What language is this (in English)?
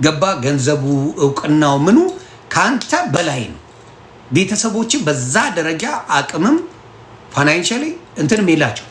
Amharic